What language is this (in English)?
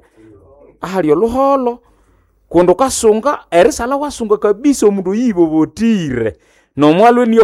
Nande